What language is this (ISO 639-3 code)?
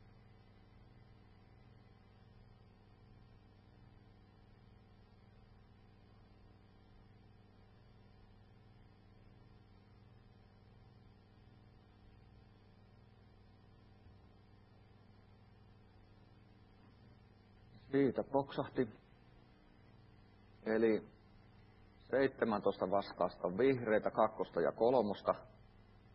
fin